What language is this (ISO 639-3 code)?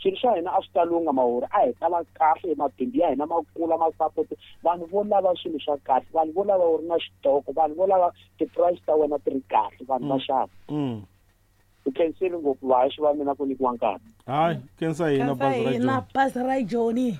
tso